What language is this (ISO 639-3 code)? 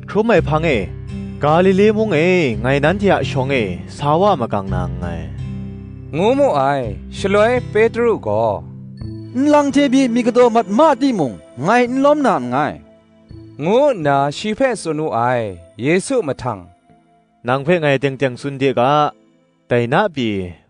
kac